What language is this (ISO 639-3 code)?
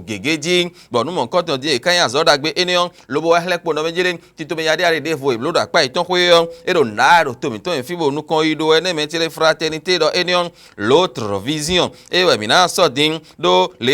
fon